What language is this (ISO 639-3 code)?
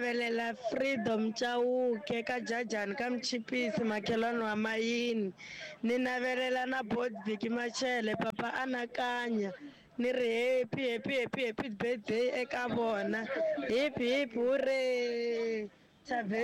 tso